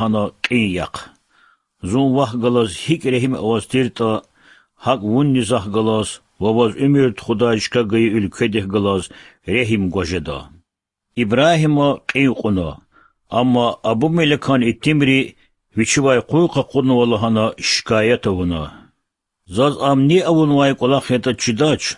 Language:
Lezghian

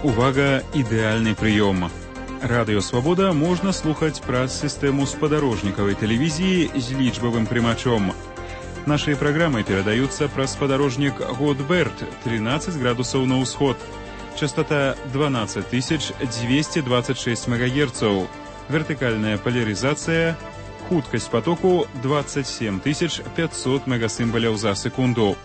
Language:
Belarusian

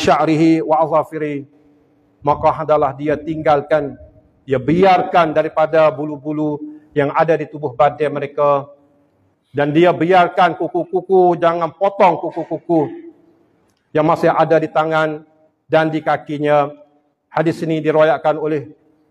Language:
Malay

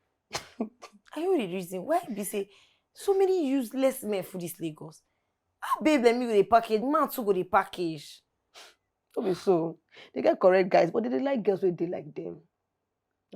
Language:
Nigerian Pidgin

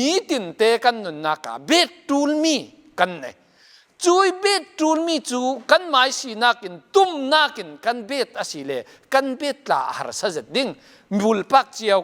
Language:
Falam Chin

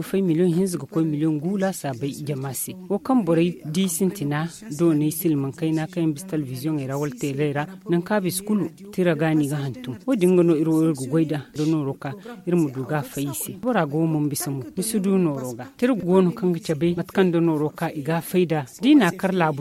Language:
Zarma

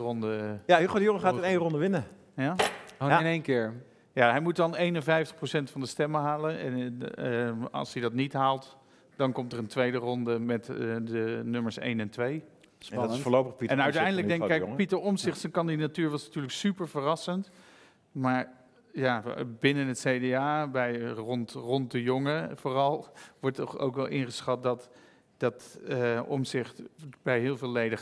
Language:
Dutch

